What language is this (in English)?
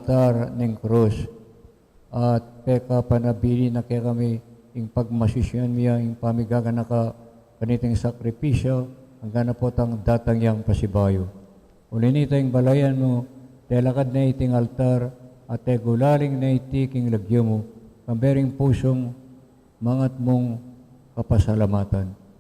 Pampanga